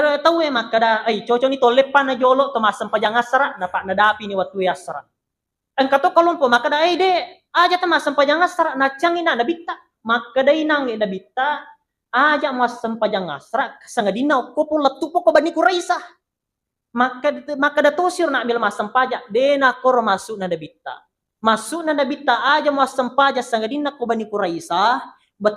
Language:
Buginese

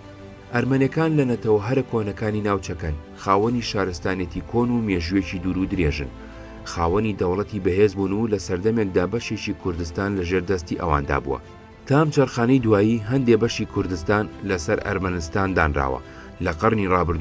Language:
Central Kurdish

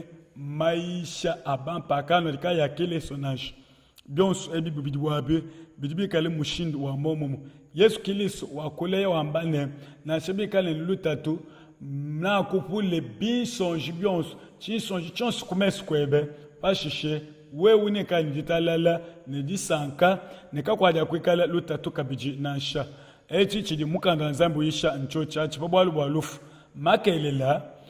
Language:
Luba-Lulua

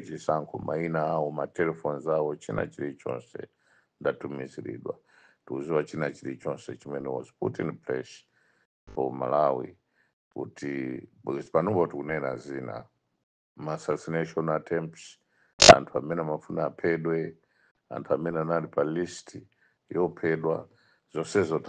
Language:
Nyanja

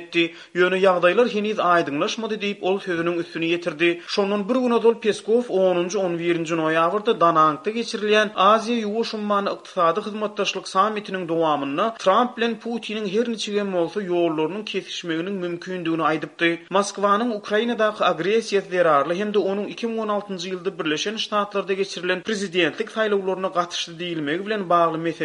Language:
Turkmen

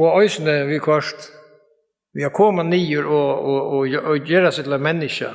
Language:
Faroese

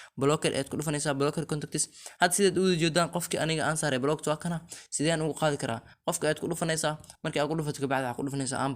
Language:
Somali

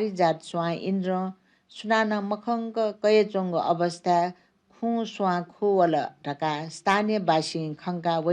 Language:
Newari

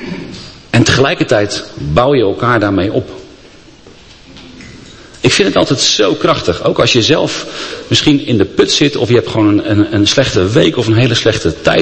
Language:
Dutch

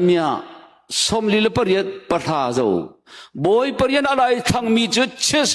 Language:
Hakha Chin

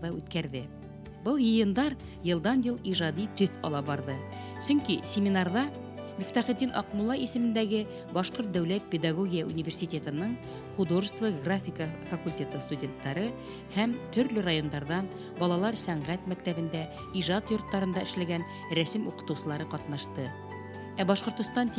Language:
Bashkir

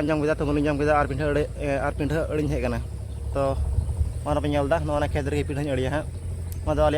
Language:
Santali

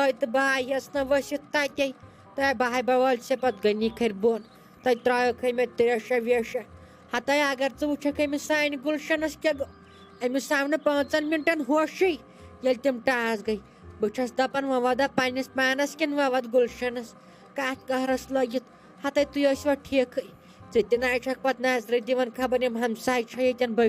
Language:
Kashmiri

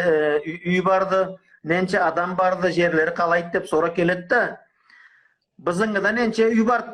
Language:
Karachay-Balkar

